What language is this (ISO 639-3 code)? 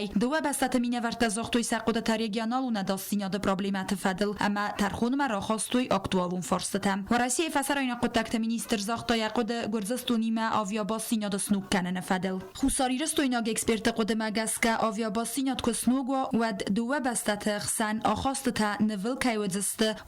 oss